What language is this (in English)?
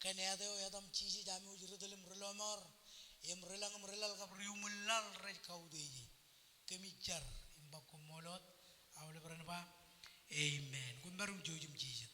Marshallese